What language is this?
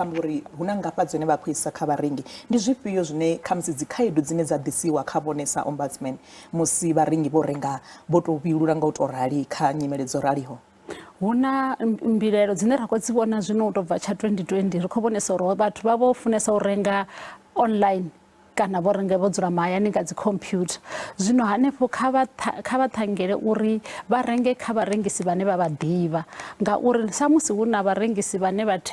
Venda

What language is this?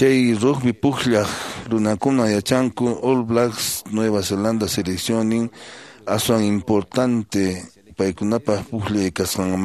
Quechua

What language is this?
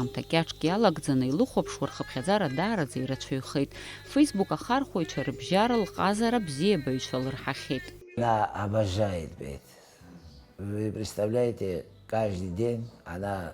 Abkhazian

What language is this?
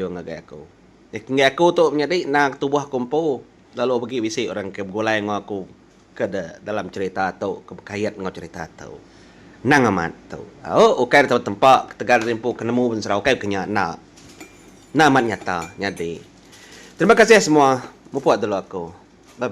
Iban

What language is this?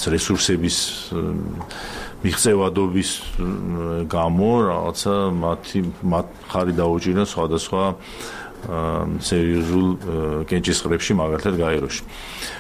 Georgian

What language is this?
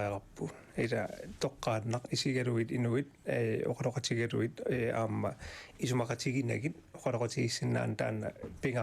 Kalaallisut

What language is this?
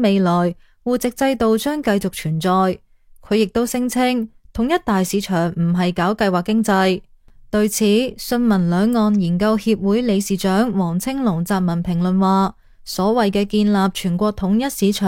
Cantonese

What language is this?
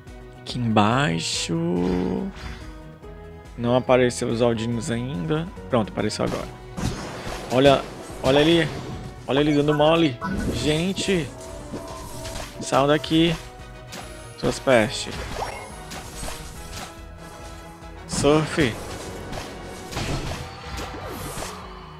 Portuguese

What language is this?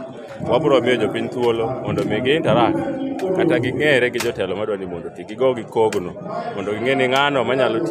Luo (Kenya and Tanzania)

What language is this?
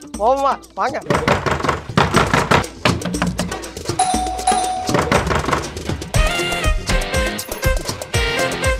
Tamil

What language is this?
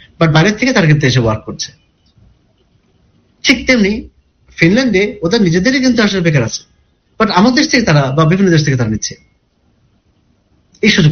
Bangla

